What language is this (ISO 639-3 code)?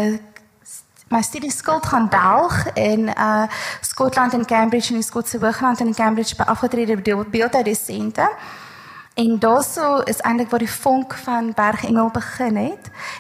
afr